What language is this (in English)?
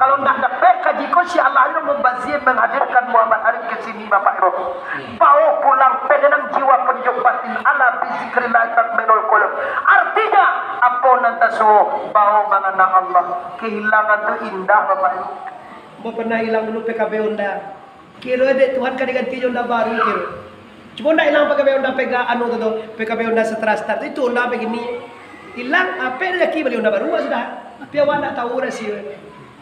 Minangkabau